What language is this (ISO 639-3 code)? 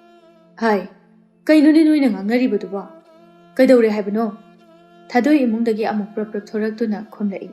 mni